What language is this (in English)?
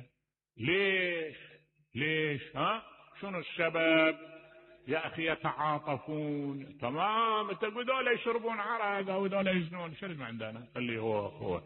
Mesopotamian Arabic